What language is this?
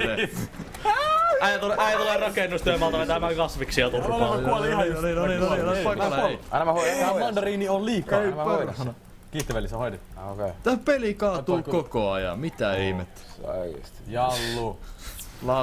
Finnish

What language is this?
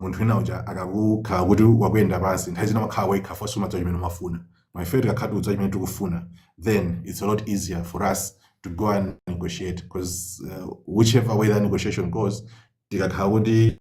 Nyanja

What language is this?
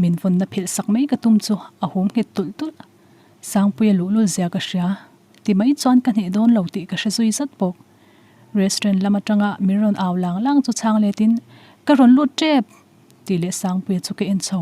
Mizo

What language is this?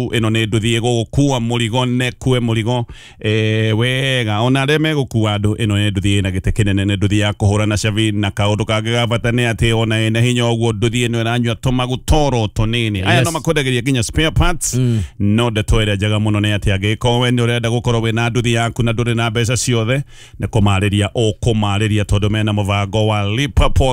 Kikuyu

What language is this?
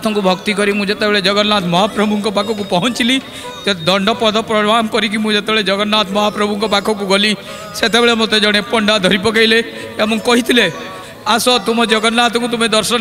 Odia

